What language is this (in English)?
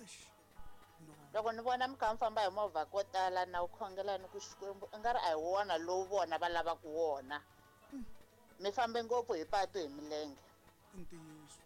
Tsonga